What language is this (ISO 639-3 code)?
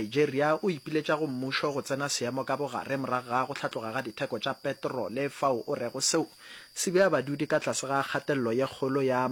nso